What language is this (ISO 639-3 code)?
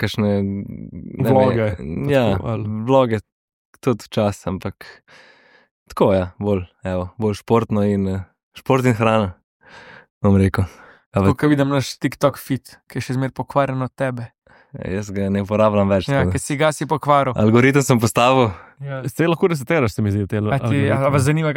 slv